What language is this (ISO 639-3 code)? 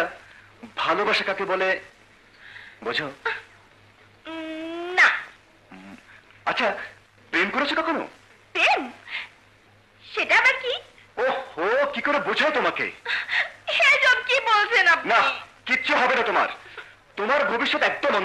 ben